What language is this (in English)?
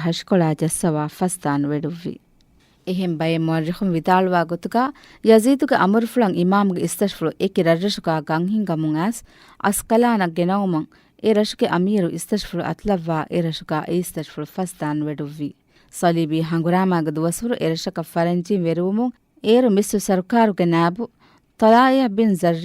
Divehi